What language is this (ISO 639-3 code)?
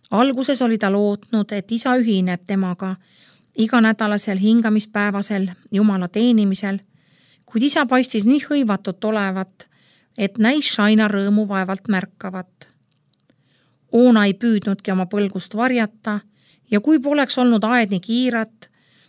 est